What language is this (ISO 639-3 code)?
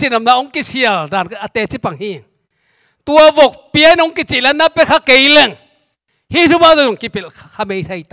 ctd